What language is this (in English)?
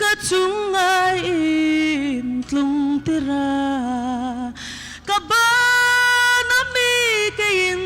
Hmar